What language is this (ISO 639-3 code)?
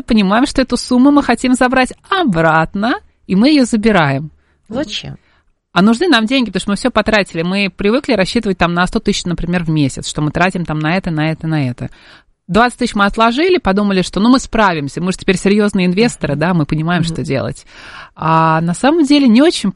rus